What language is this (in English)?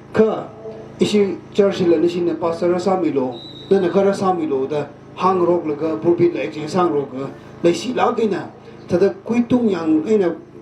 Tangkhul Naga (India)